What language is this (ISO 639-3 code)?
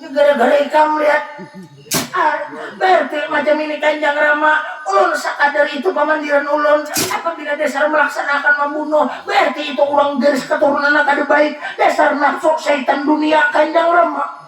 bjn